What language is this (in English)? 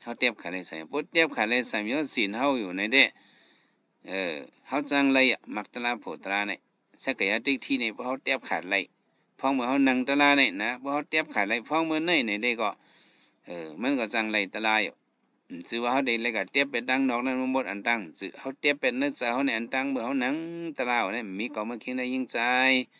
Shan